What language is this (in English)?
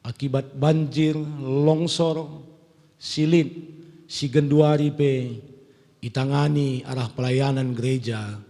Batak Karo